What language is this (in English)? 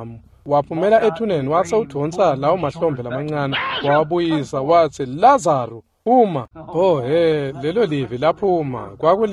Swati